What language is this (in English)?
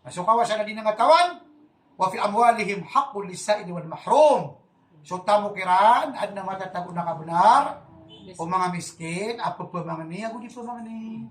Maranao